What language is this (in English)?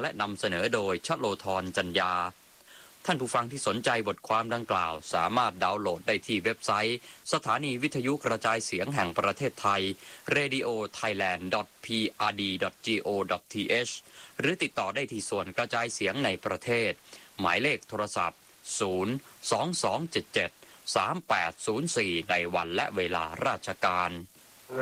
Thai